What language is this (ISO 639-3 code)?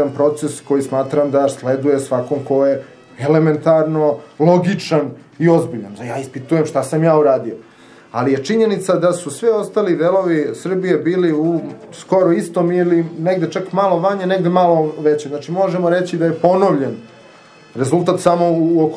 srp